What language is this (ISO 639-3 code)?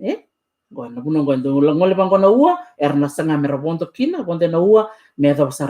fij